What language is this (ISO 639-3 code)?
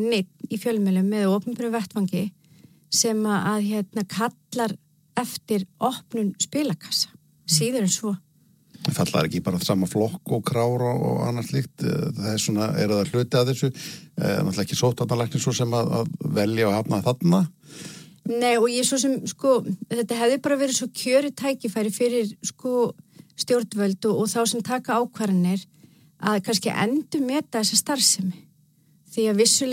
isl